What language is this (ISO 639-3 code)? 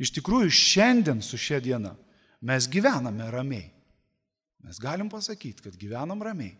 lit